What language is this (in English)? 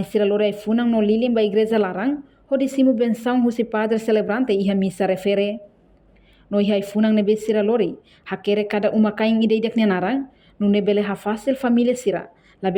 Tetum